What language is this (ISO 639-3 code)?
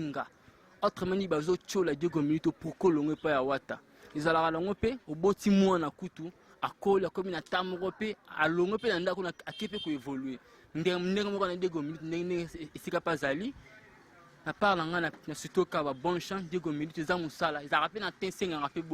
lin